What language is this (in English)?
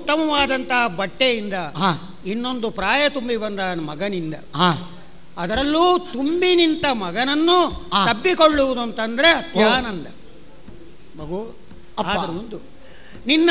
Kannada